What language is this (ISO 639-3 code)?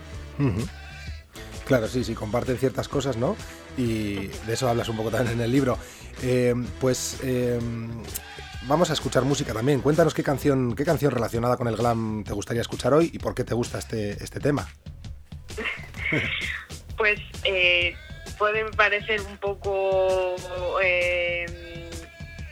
spa